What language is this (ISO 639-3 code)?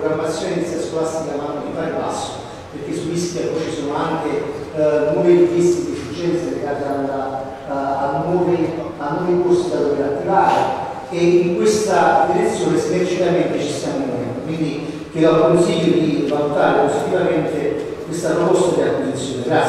ita